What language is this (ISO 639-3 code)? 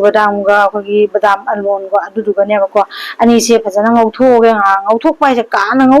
mni